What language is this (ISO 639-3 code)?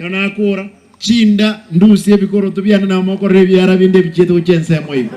guz